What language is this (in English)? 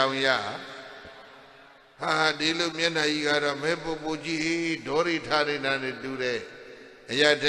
Burmese